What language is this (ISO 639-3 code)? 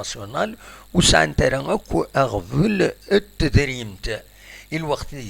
kab